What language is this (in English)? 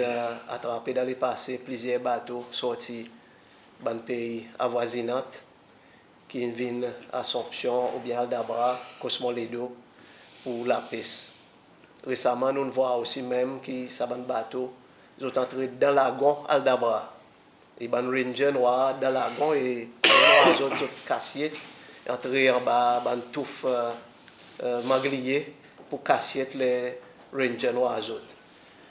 Seselwa Creole French